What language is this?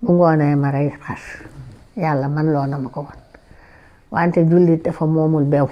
Wolof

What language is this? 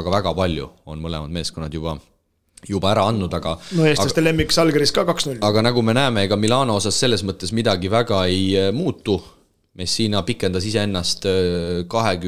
Estonian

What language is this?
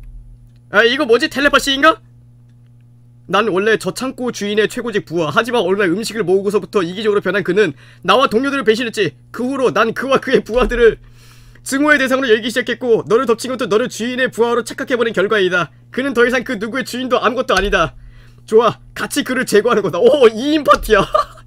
Korean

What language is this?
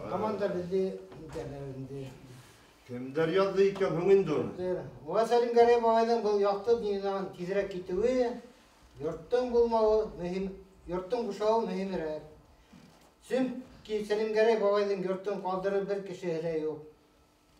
Bashkir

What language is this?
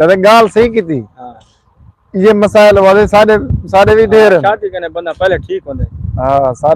Saraiki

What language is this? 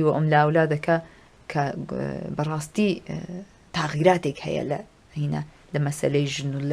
Central Kurdish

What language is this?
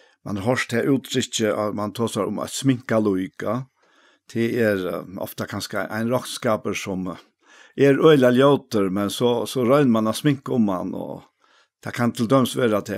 Faroese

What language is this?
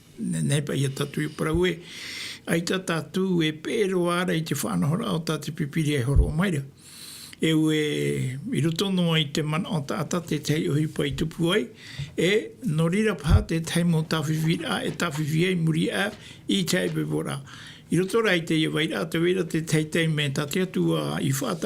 Tahitian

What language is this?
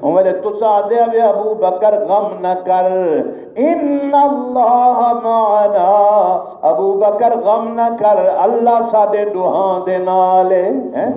Saraiki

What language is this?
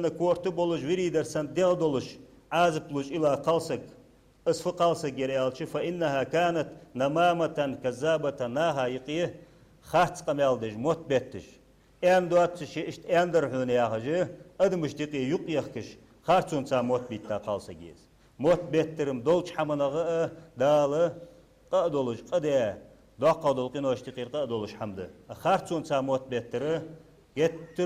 Ingush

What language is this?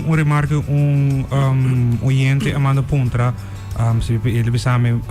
Papiamento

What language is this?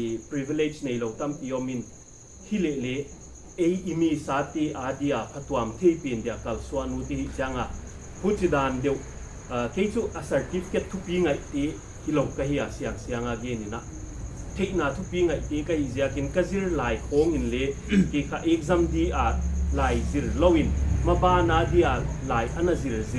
Paite Chin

